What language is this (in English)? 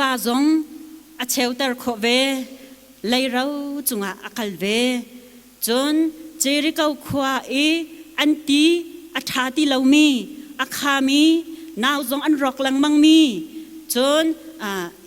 Hakha Chin